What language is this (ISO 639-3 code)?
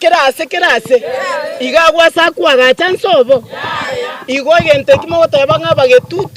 guz